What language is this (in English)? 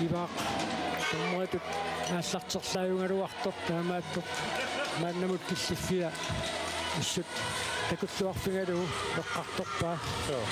Kalaallisut